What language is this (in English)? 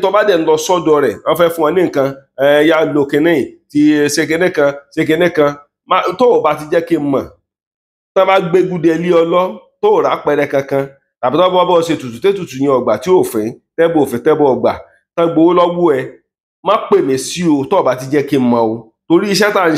Yoruba